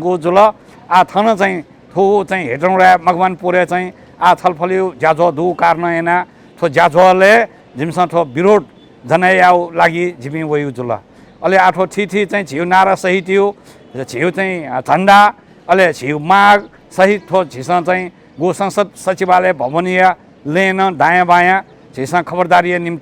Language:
Newari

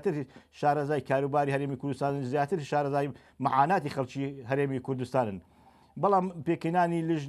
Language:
Central Kurdish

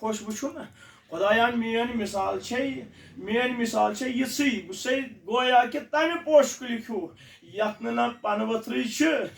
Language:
Kashmiri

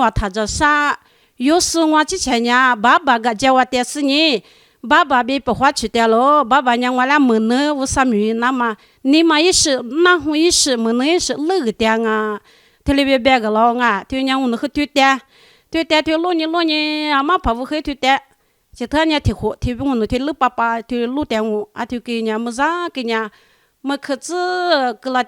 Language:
Lisu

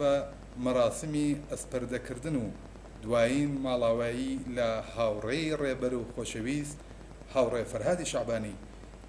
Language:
Central Kurdish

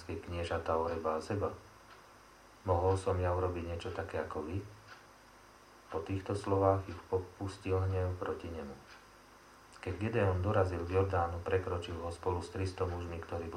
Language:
Slovak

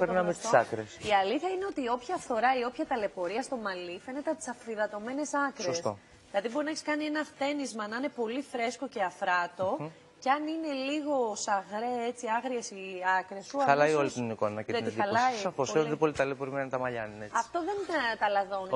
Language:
Greek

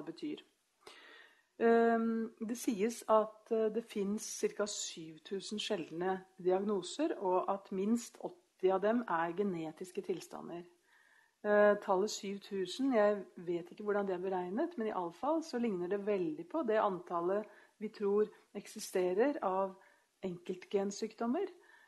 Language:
Norwegian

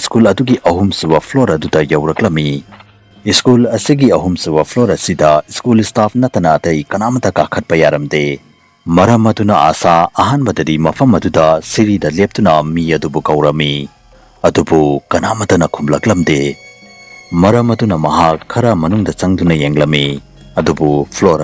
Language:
Manipuri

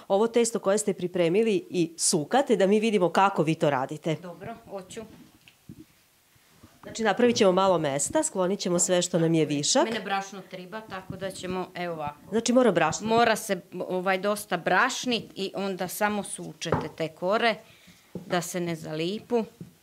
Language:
Serbian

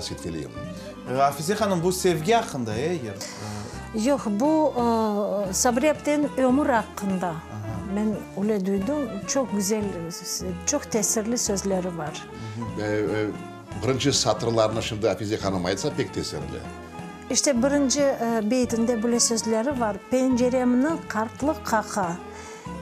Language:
Crimean Tatar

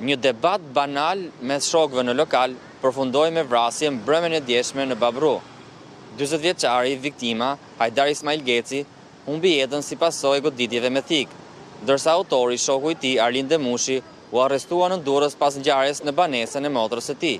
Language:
Albanian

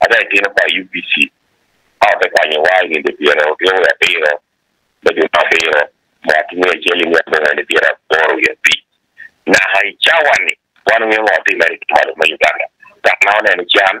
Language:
Acoli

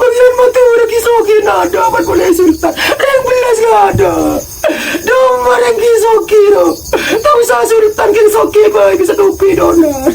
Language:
Madurese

